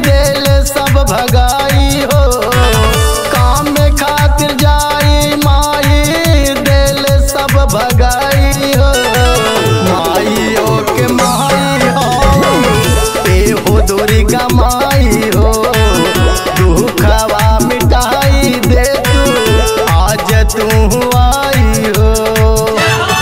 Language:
Bhojpuri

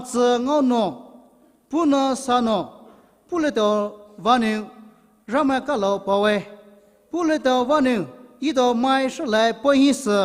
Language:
Poumei Naga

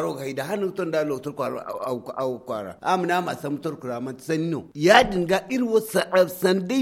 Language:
Zarma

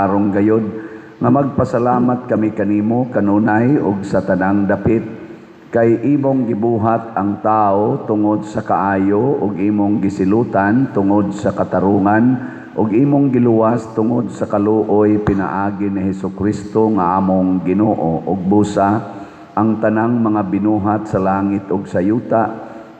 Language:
Cebuano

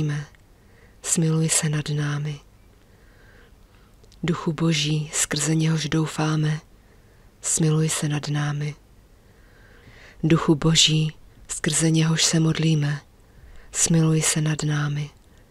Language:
Czech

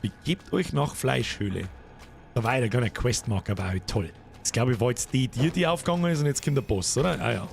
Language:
Bavarian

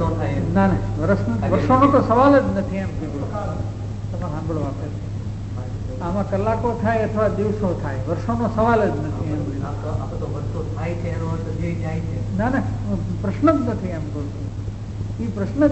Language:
Gujarati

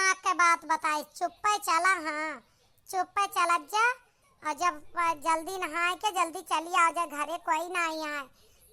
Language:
Awadhi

